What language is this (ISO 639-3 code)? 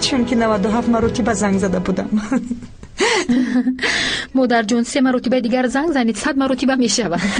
tgk